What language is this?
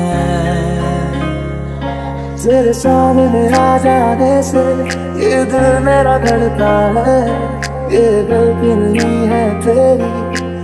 Hindi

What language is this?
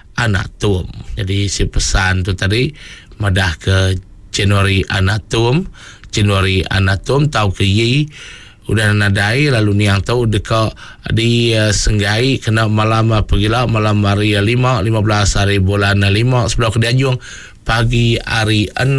Iban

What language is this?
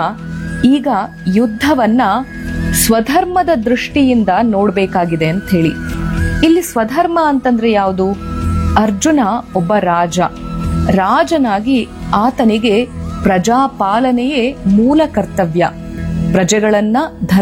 Kannada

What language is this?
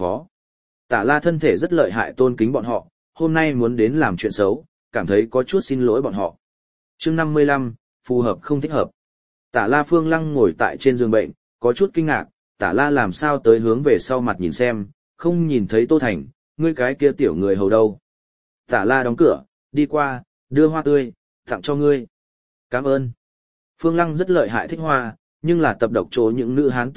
Vietnamese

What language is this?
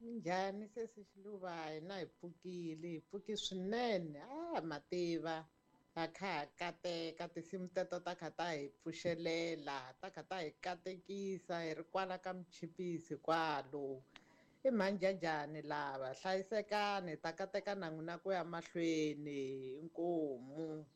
Tsonga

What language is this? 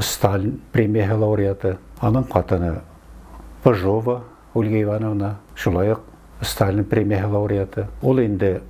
Bashkir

